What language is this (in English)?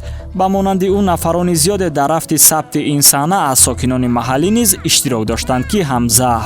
Tajik